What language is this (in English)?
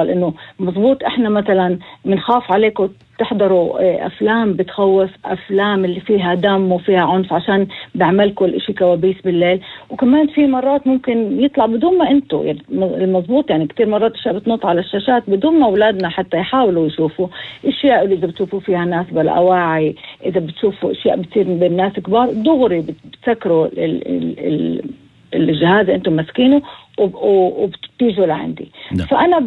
North Levantine Arabic